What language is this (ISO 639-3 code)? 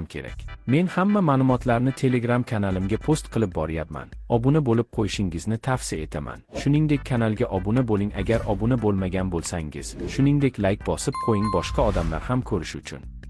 uzb